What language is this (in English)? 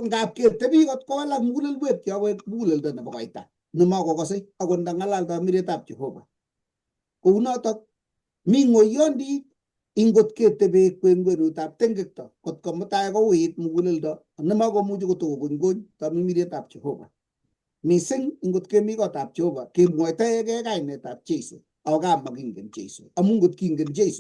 Kalenjin